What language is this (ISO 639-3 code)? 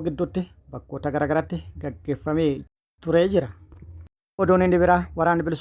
orm